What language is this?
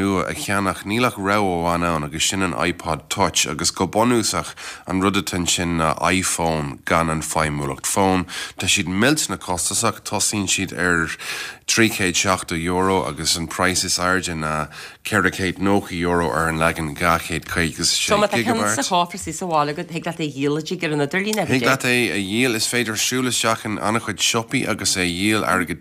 Irish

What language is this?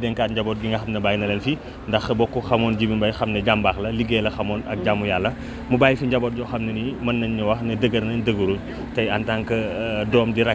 Wolof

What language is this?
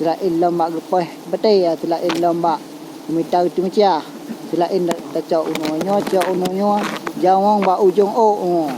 Achinese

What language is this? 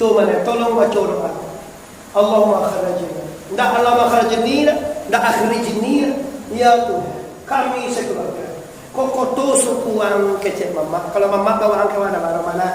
Minangkabau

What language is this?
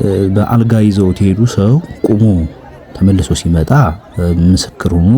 Amharic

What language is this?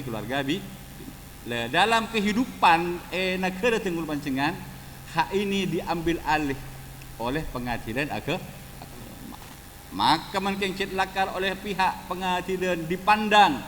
Madurese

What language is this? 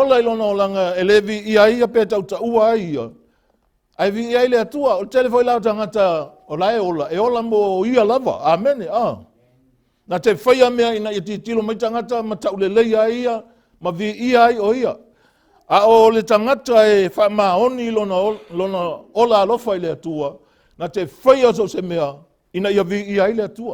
Samoan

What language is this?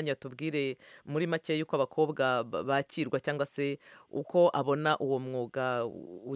Kinyarwanda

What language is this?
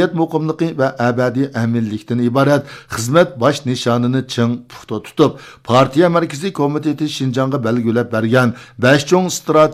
Uyghur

